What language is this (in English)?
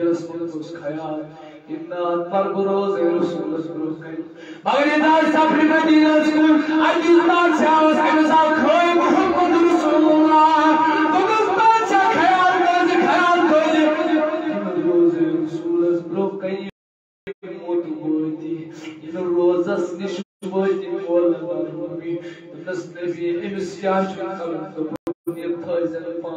Kashmiri